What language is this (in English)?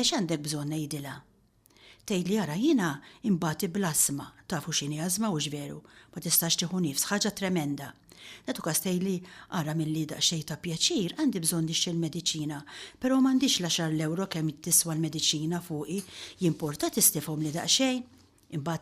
Maltese